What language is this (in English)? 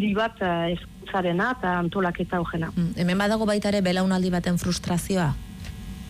Basque